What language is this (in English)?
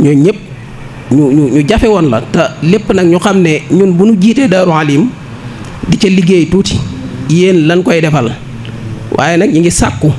Wolof